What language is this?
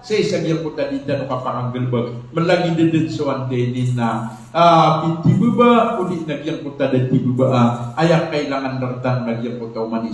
Maranao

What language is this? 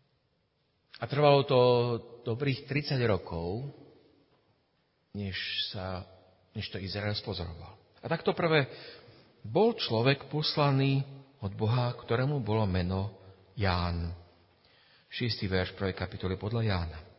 Slovak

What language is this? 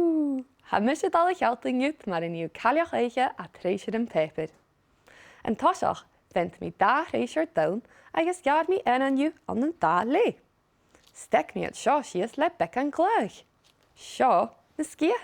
Scottish Gaelic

